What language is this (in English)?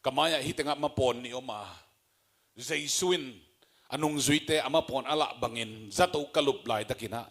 Tedim Chin